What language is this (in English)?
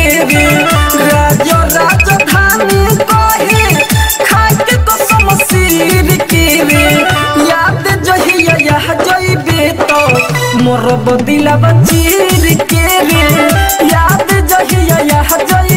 Bhojpuri